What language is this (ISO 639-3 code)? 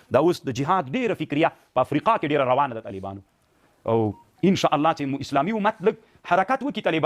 pus